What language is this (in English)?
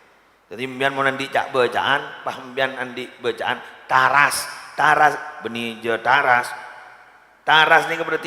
Madurese